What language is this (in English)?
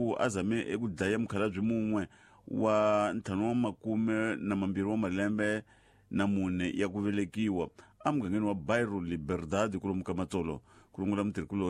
Tsonga